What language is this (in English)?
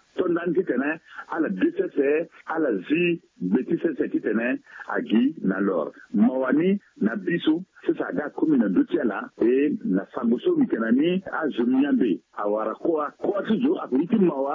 Sango